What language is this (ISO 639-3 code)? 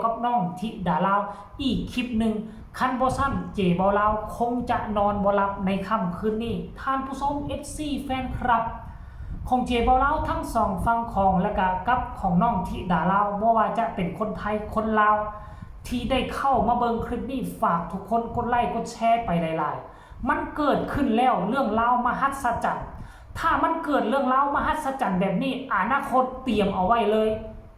tts